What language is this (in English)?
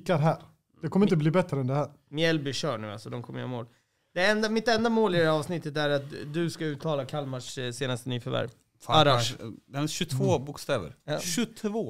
Swedish